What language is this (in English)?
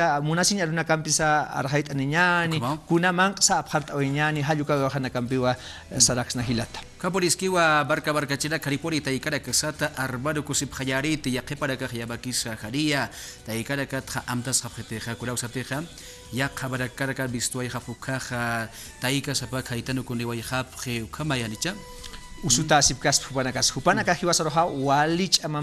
Aymara